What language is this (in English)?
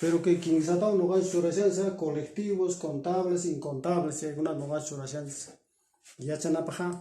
Quechua